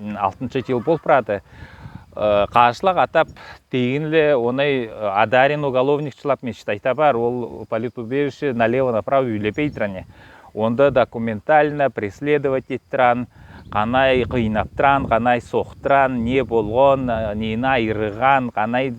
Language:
Southern Altai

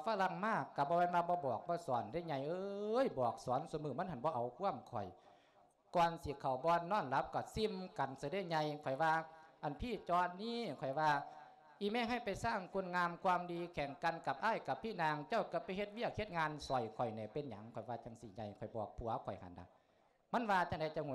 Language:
Lao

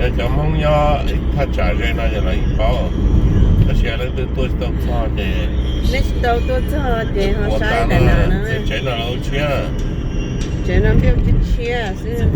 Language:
Hmong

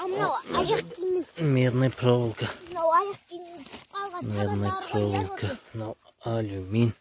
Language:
Kazakh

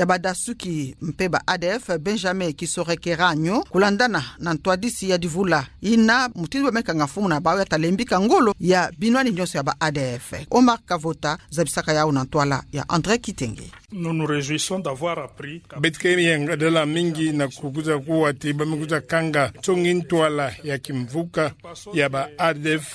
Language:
Kituba (Democratic Republic of Congo)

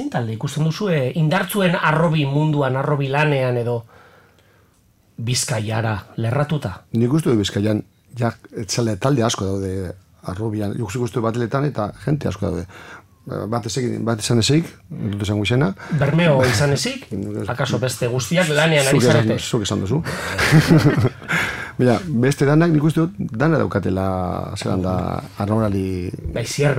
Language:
Basque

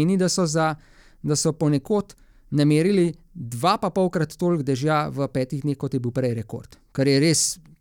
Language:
Slovenian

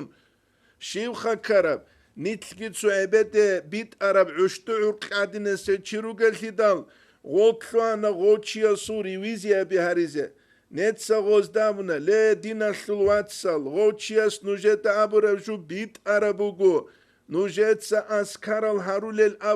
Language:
Avaric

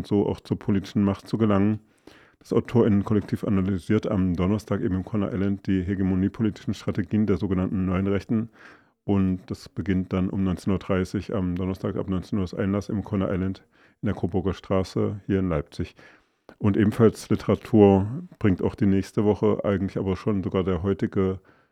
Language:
German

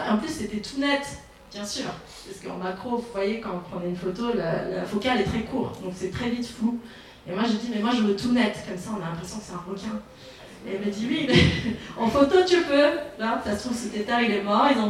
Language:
French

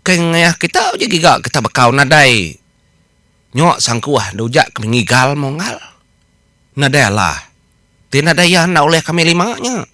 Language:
Iban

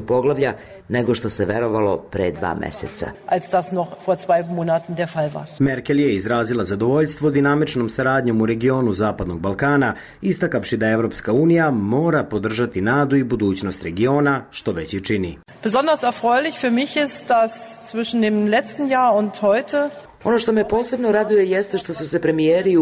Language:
Serbian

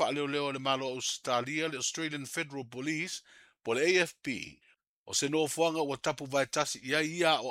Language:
Samoan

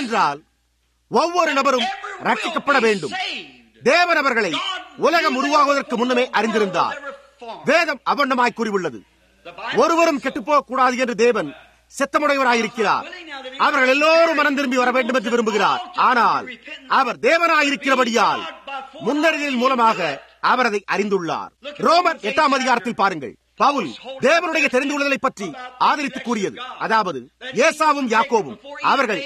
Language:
Tamil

